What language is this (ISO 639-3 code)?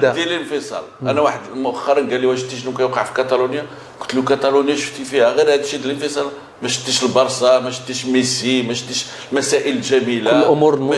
ary